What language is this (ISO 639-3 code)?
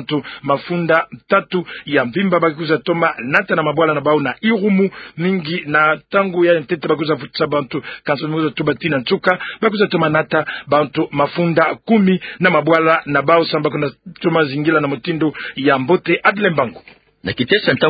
ktu